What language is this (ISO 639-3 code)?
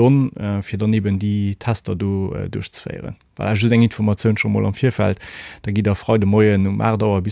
ltz